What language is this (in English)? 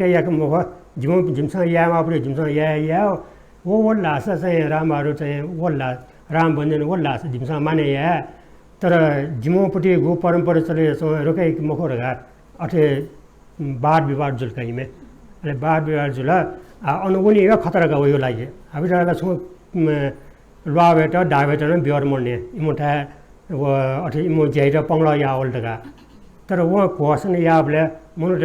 Newari